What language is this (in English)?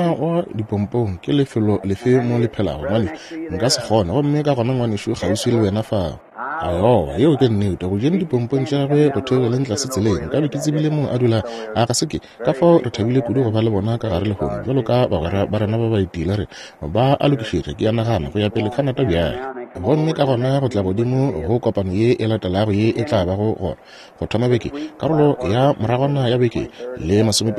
Northern Sotho